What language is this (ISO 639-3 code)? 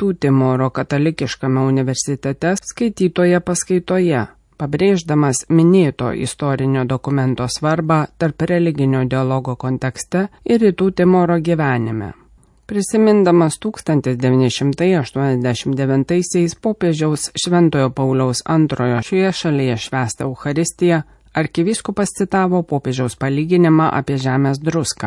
lit